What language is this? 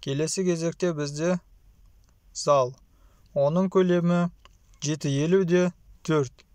Kazakh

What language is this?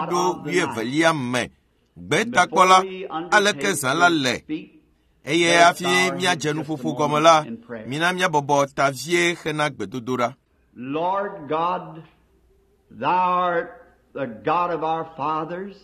Ewe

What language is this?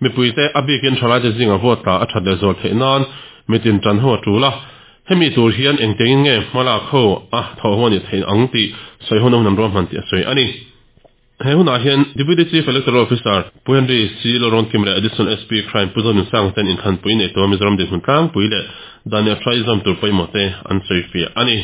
Mizo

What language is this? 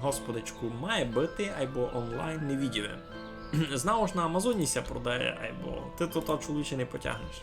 Rusyn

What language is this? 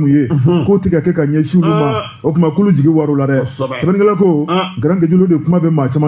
Bambara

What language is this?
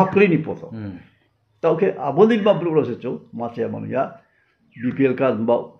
Riang (India)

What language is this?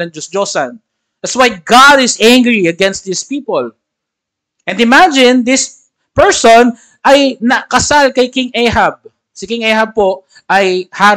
Filipino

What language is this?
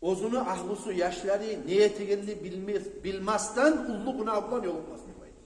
Kumyk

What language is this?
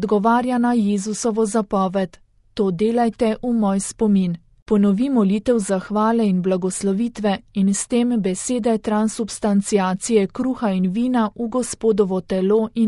Slovenian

